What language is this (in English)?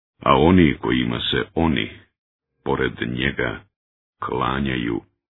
Bosnian